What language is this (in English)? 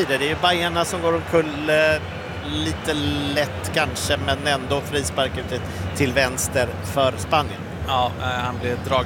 Swedish